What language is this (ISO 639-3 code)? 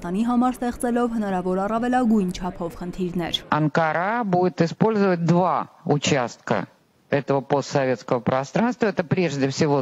hye